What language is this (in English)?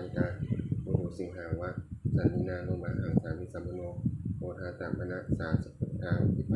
Pali